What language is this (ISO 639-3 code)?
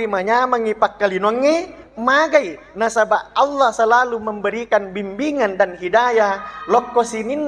bug